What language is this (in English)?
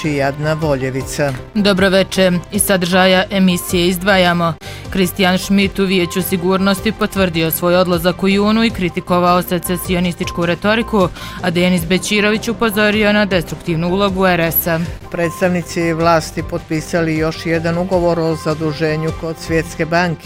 Bosnian